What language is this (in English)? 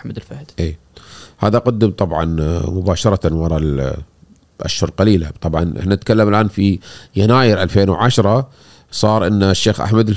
Gulf Arabic